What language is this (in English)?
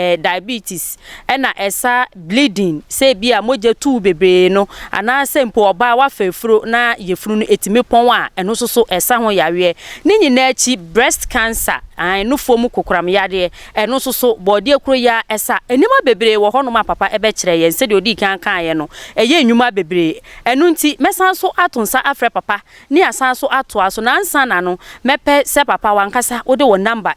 Akan